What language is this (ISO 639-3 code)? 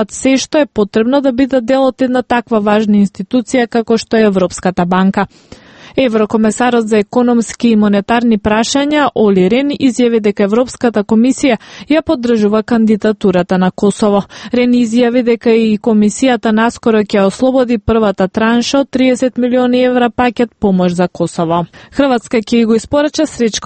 mkd